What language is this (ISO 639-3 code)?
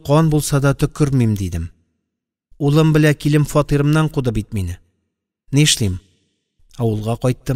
tat